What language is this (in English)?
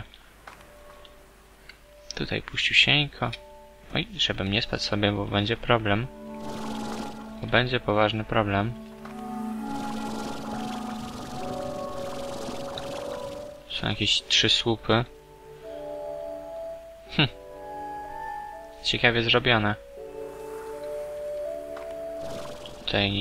Polish